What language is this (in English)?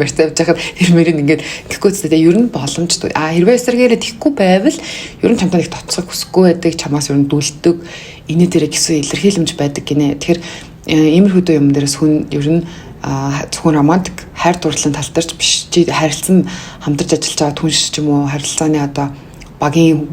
Mongolian